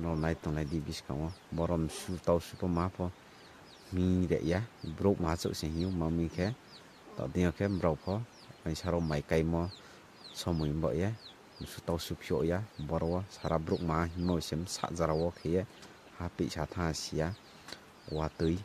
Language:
Riang (India)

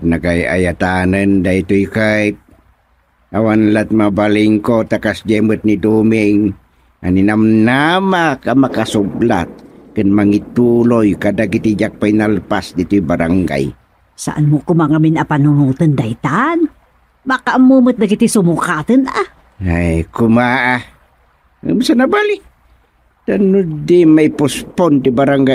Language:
Iloko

